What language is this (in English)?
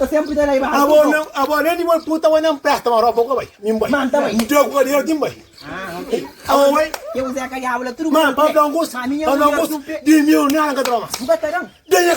Kabuverdianu